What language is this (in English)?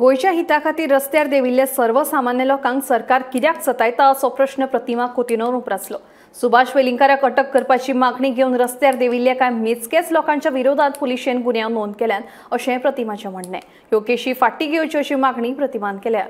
Konkani